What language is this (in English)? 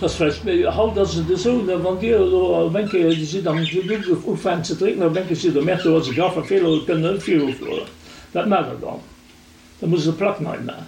Luxembourgish